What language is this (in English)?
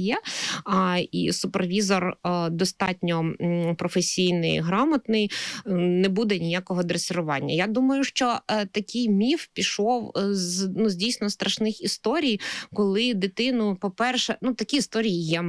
Ukrainian